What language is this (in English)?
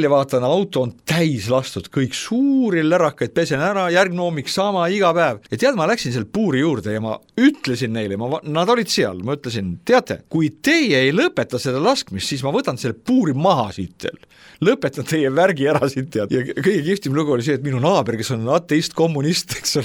Estonian